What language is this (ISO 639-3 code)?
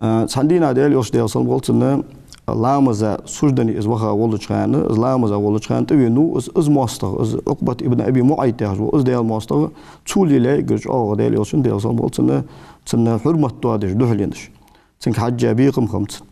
inh